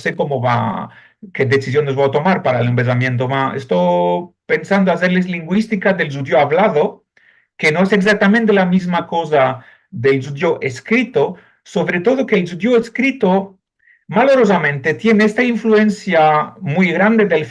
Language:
Ladino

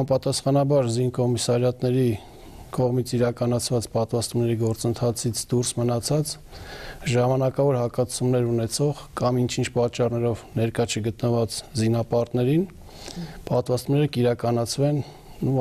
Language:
Armenian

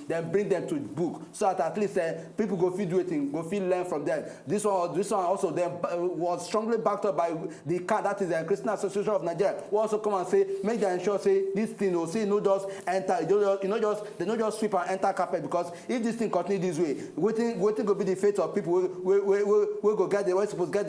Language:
Nigerian Pidgin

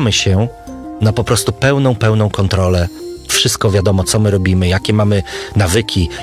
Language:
Polish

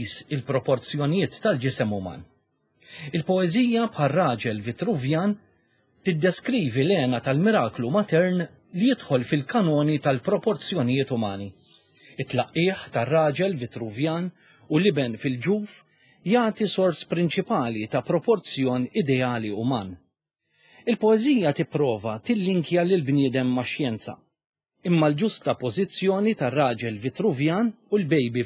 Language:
Maltese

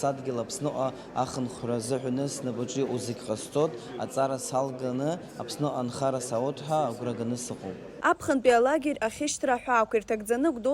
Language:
Abkhazian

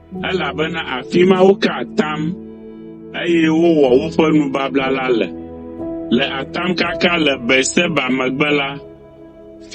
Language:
Ewe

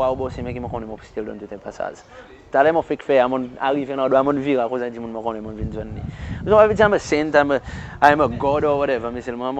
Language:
Seselwa Creole French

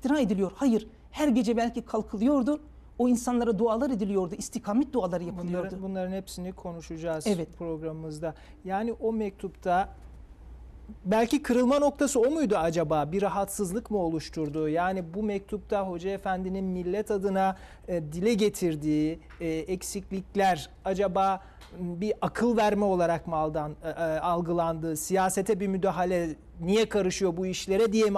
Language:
Turkish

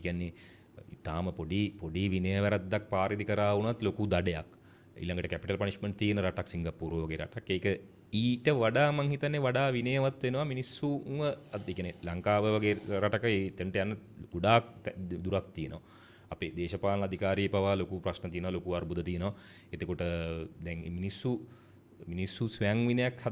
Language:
Sinhala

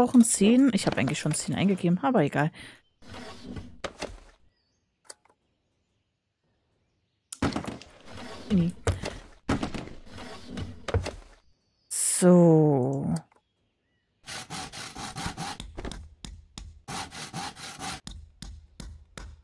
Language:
German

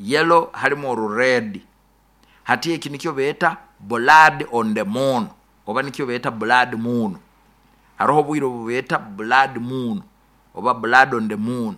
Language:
Nyoro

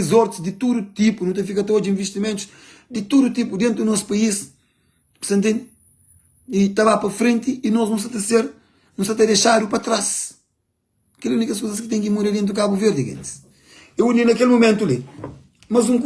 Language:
Kabuverdianu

